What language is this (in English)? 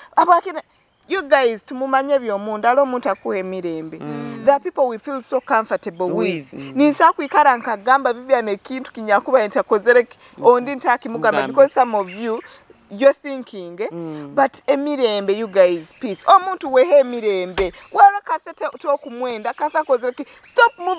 Nyoro